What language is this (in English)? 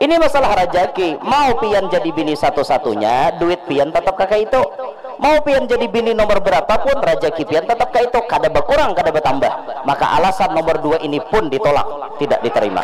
Banjar